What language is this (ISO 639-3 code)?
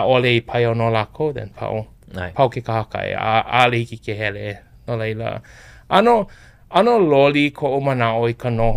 haw